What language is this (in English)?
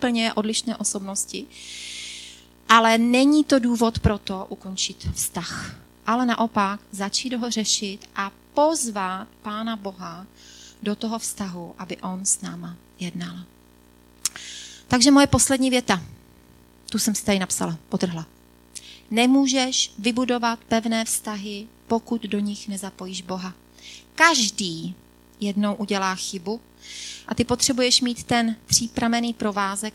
Czech